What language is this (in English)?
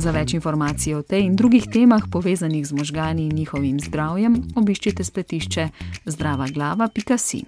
Slovenian